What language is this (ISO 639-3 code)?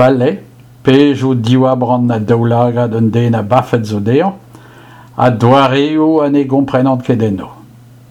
bre